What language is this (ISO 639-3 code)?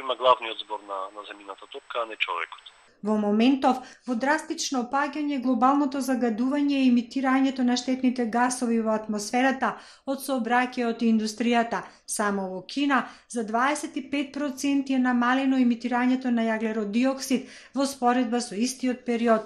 mkd